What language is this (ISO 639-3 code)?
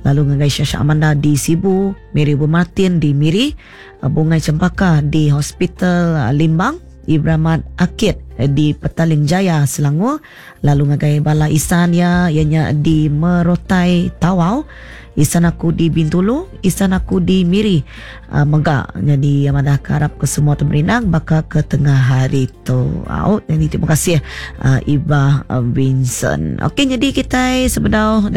iba